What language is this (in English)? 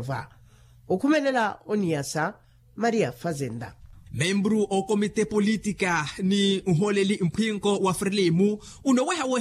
Makhuwa